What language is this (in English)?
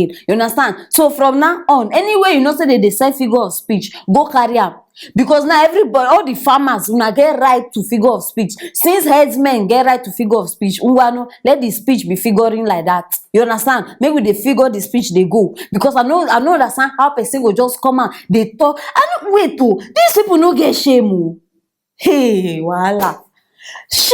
Nigerian Pidgin